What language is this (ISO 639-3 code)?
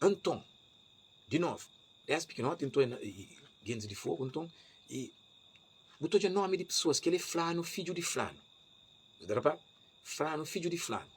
kea